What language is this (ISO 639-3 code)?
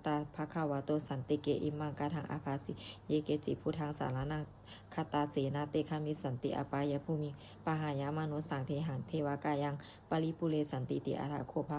pli